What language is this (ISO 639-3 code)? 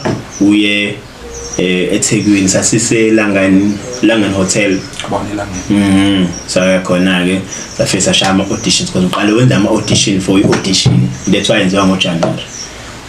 zul